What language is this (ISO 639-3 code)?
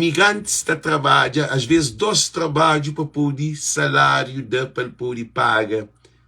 kea